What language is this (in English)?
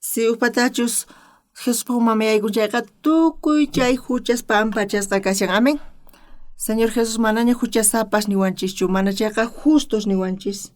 South Bolivian Quechua